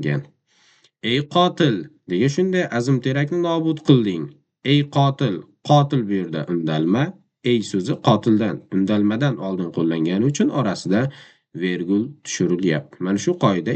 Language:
Uzbek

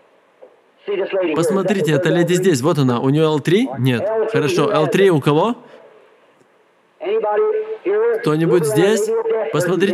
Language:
Russian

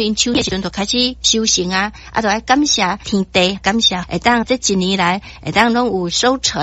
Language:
Min Nan Chinese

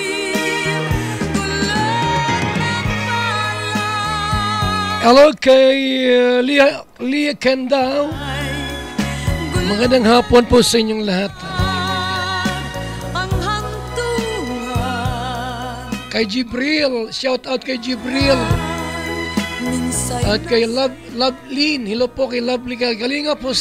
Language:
Filipino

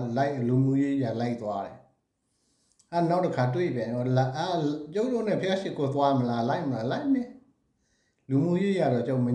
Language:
Burmese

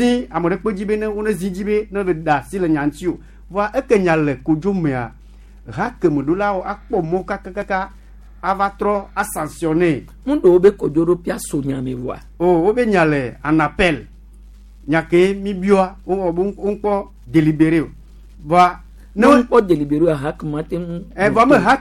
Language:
Gen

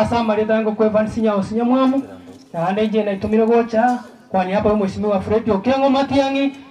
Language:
Gusii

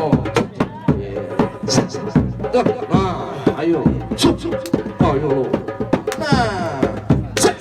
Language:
Betawi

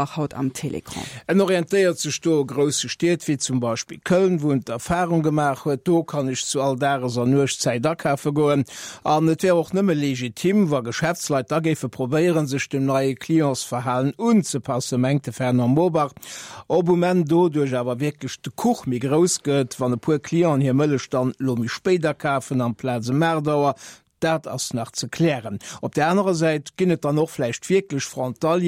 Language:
Luxembourgish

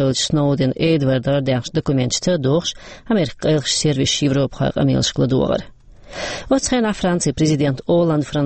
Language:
Chechen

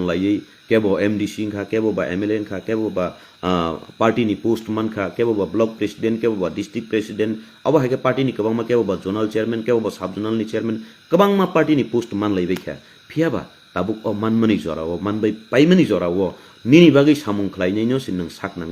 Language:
Kok Borok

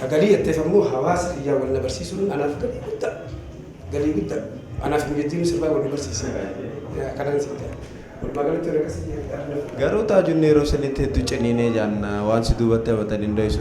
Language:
Oromo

